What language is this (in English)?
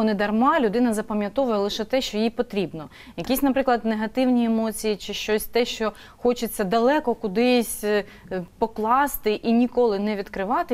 Ukrainian